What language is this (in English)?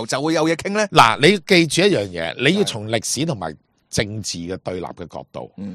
Cantonese